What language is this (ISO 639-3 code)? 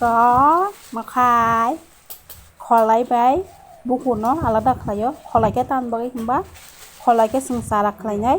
trp